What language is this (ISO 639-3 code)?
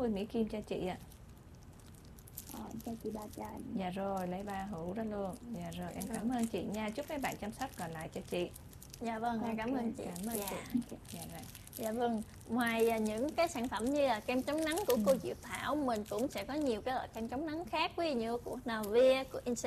vie